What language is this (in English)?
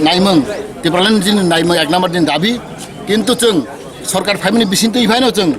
Kok Borok